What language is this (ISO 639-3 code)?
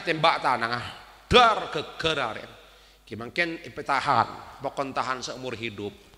mad